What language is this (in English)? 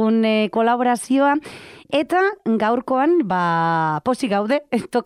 Basque